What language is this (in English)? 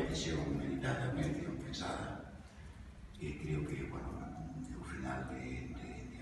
Galician